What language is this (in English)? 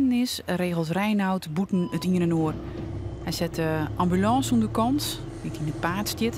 Western Frisian